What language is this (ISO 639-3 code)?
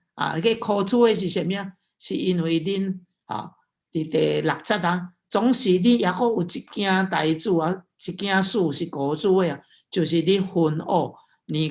nan